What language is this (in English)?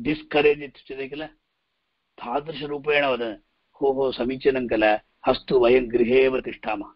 Sanskrit